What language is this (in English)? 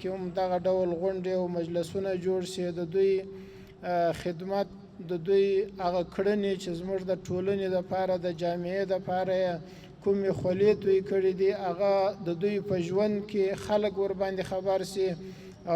Pashto